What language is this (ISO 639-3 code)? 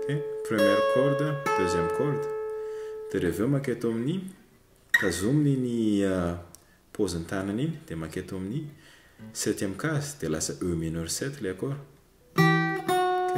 mlg